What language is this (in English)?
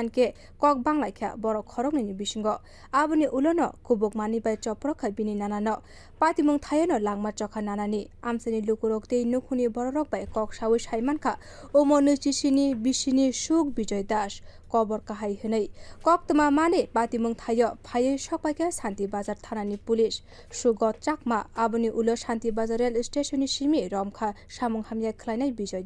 Kok Borok